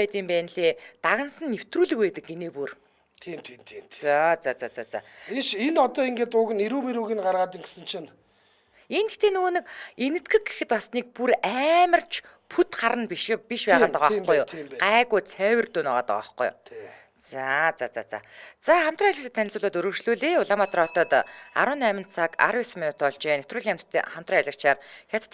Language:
Mongolian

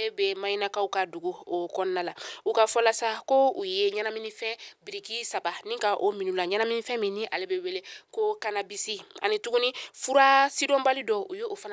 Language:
Bambara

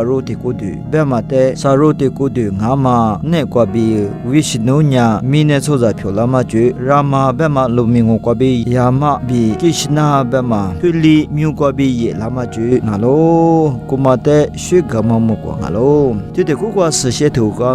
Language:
Lisu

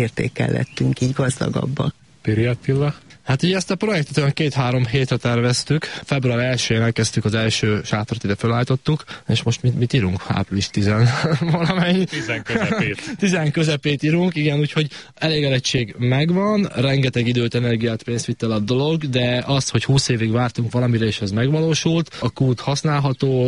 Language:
Hungarian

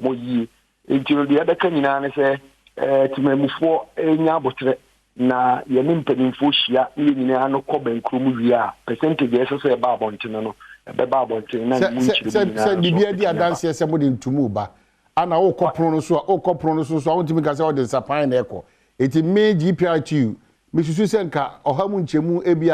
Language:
Akan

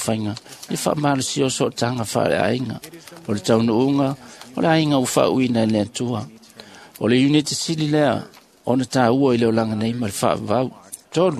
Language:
Samoan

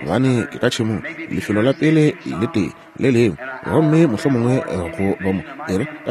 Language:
Northern Sotho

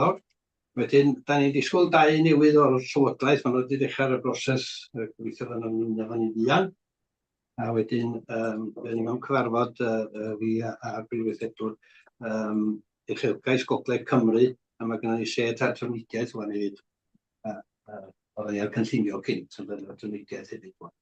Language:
Welsh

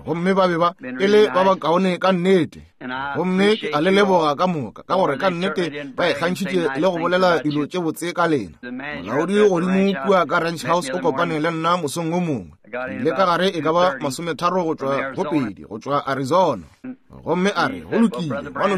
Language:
Northern Sotho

